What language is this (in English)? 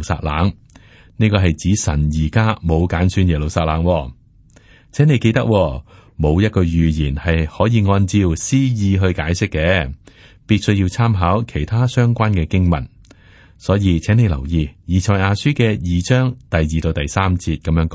Cantonese